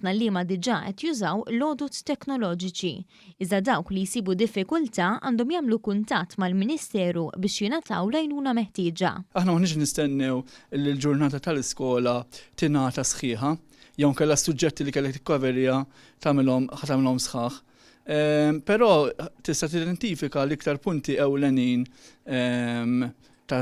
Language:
Maltese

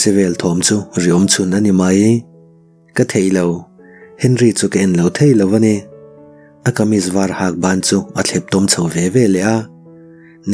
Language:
Mizo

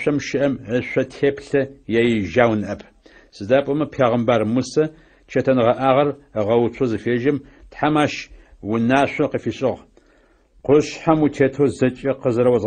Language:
Adyghe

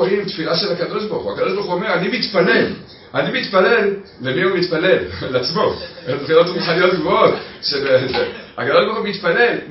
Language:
Hebrew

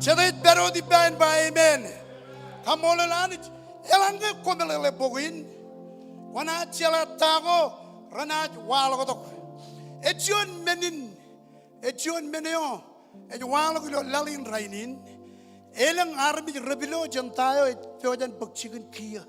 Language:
Marshallese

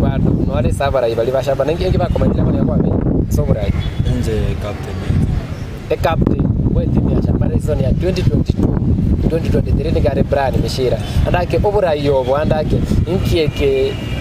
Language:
Gusii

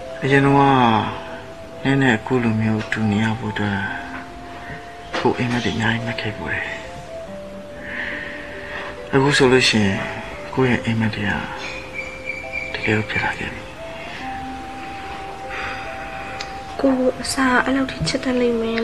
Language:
Burmese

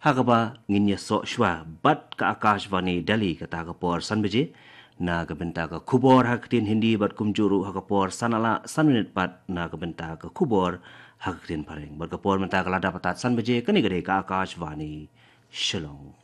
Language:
Khasi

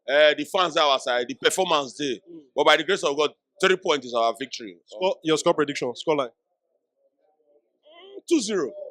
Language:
Nigerian Pidgin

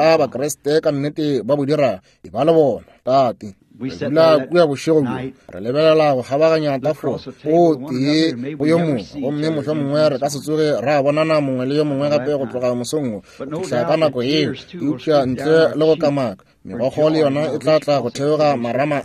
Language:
Northern Sotho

